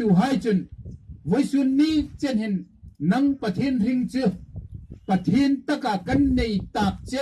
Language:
Hmar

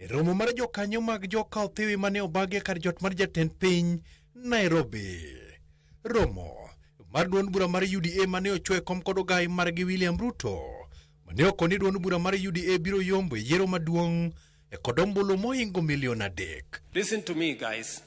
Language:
Luo (Kenya and Tanzania)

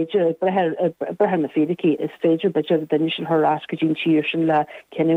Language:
Irish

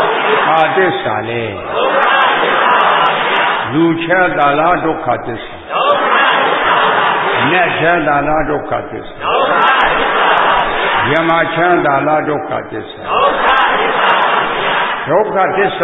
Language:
Burmese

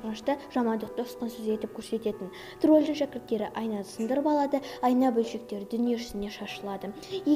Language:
Kazakh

